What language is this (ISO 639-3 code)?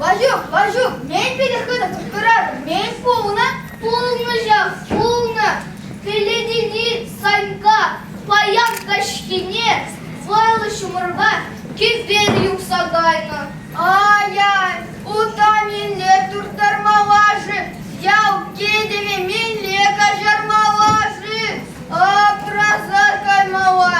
chv